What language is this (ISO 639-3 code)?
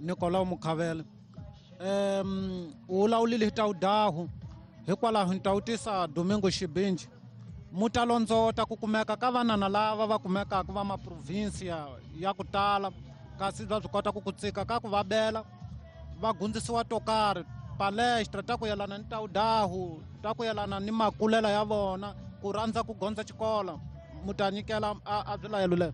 tso